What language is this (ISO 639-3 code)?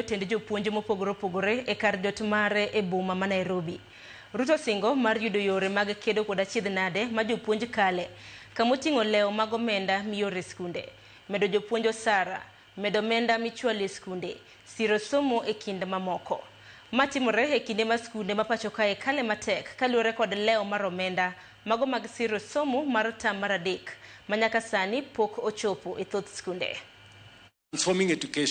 luo